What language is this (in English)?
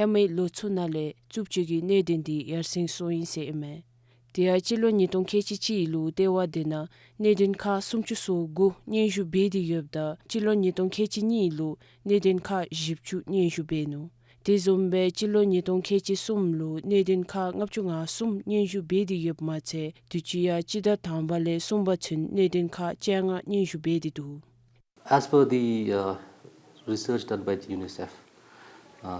Dzongkha